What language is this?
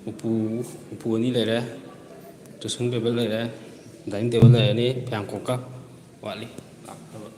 Manipuri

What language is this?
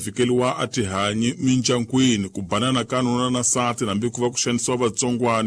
Tsonga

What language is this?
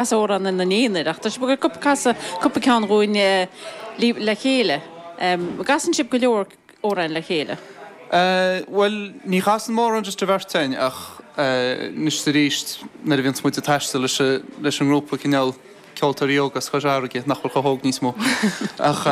Irish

